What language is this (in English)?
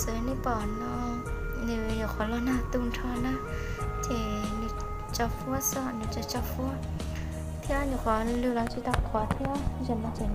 Hmong